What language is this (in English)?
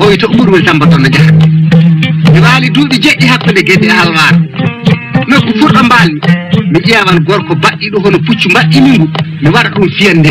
Fula